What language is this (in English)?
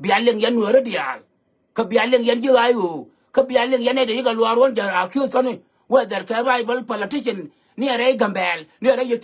Nuer